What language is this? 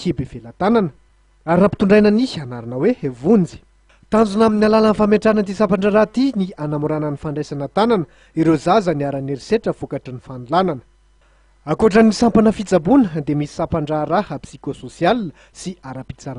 Malagasy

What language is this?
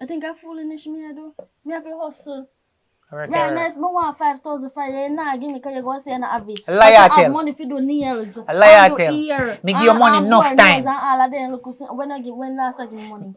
Jamaican Creole English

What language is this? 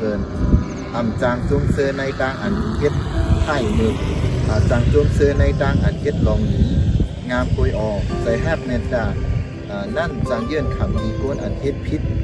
Shan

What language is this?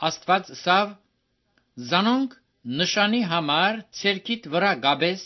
Armenian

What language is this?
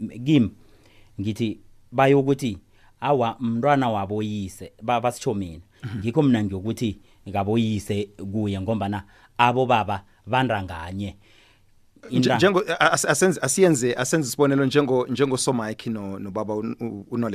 South Ndebele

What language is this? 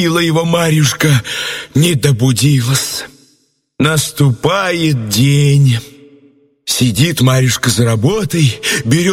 Russian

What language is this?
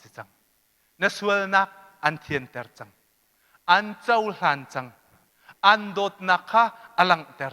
Hakha Chin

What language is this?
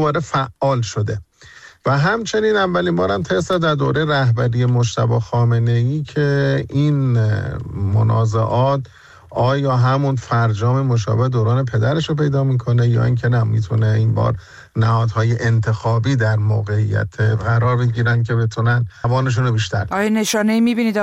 Persian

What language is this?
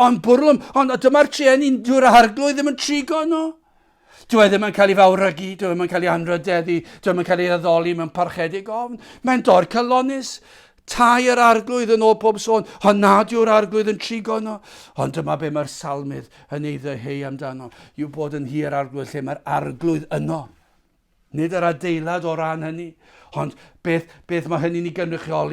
Welsh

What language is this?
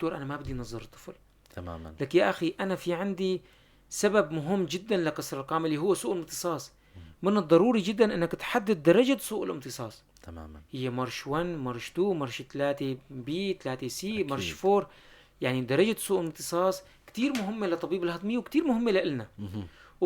North Levantine Arabic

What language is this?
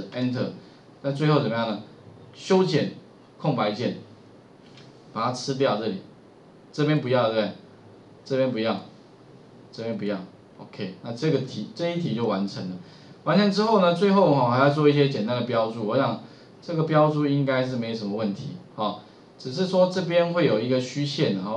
Chinese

